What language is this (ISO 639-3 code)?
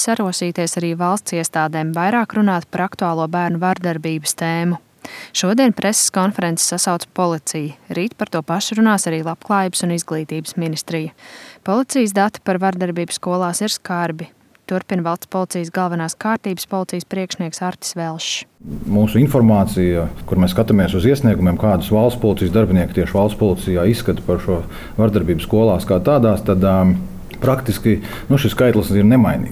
lav